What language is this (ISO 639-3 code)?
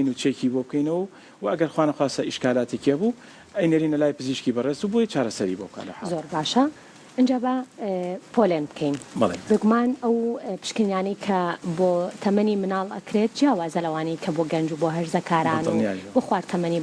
ckb